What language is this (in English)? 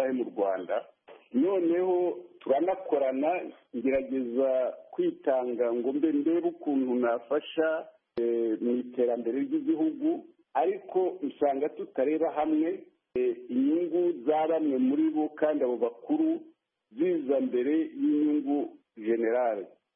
Kinyarwanda